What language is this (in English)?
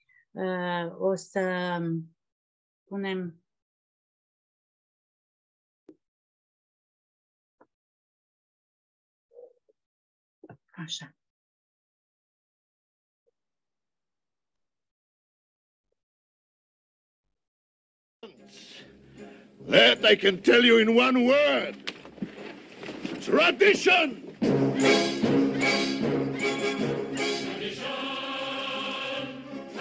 Romanian